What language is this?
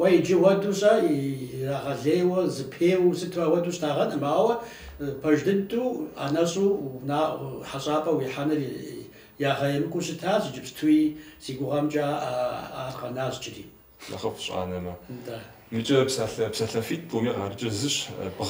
Kabardian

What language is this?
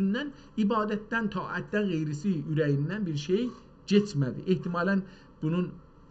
South Azerbaijani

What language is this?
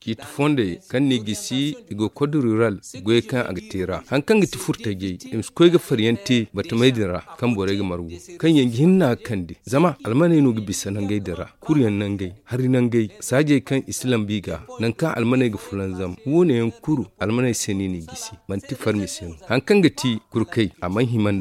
Zarma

